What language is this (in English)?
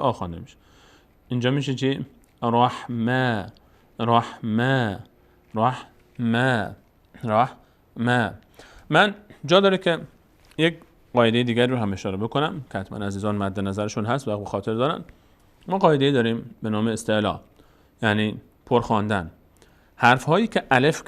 Persian